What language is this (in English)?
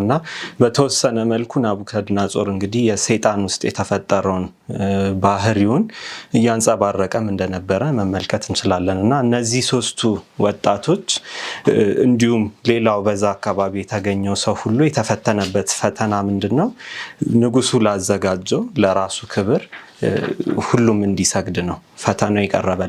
Amharic